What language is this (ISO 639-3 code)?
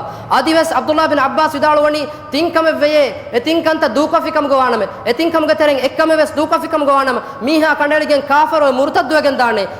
div